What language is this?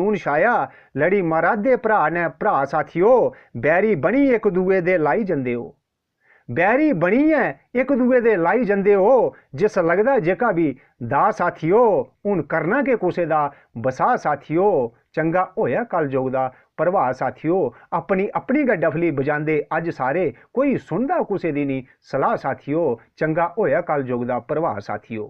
Dogri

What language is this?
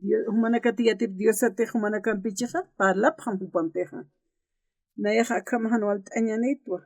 Aymara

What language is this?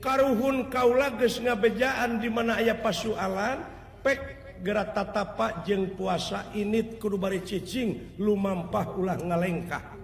Sundanese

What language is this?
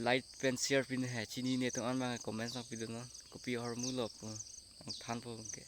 Karbi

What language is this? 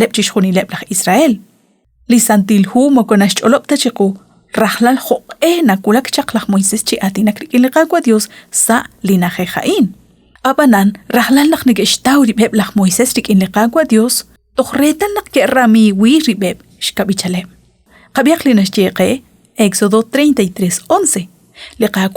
Kekchí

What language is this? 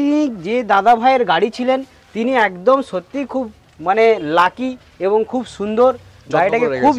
Bangla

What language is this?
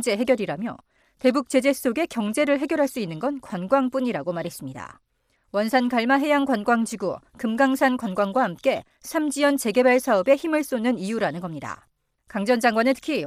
Korean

